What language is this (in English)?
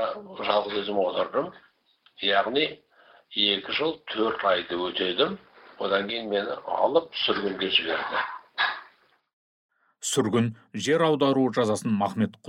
Kazakh